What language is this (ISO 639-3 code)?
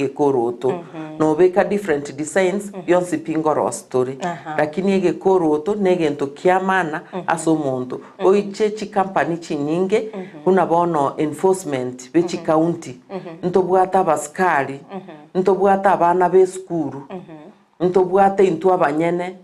guz